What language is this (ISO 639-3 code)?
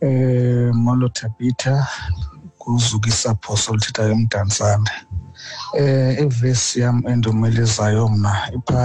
xho